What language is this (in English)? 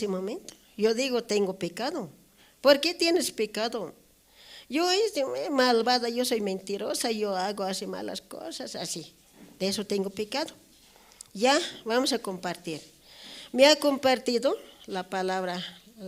South Bolivian Quechua